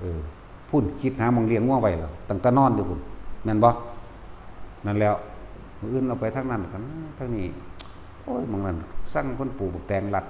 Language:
Northeastern Thai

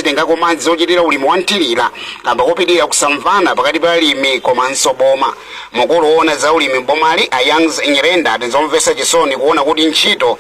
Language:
Nyanja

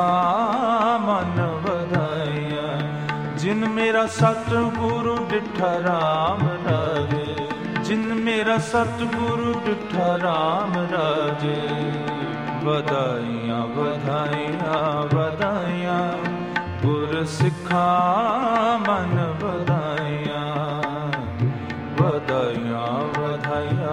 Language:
Punjabi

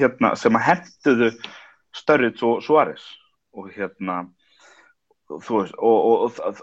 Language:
Icelandic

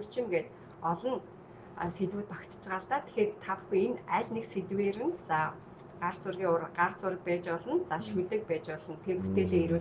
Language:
Mongolian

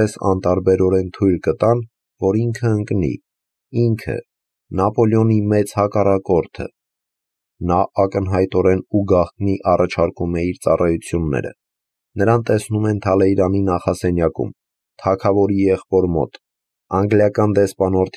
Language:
Armenian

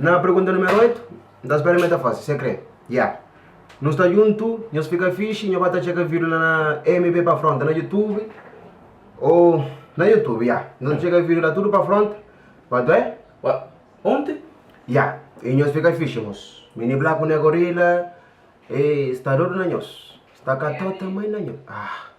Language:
Kabuverdianu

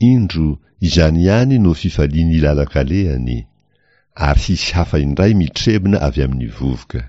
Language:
Malagasy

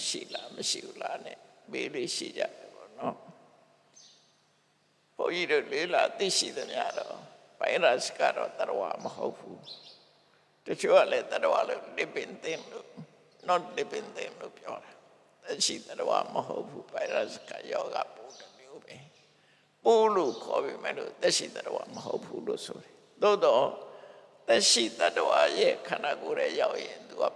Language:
Burmese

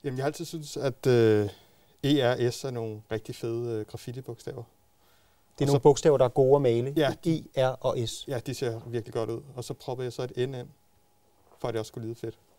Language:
Danish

